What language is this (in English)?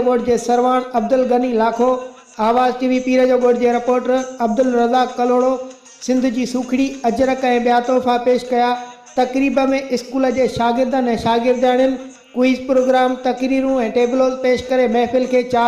Sindhi